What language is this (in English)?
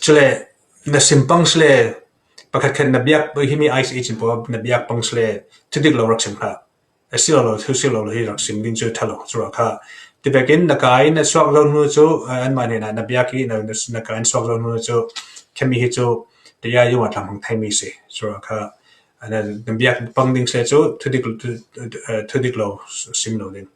Falam Chin